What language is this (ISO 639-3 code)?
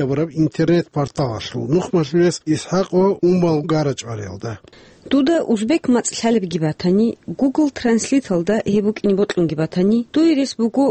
ava